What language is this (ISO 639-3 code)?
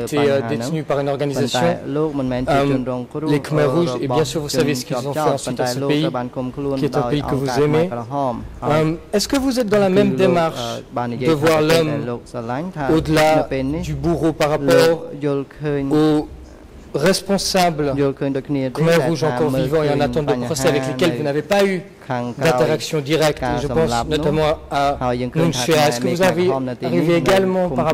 fra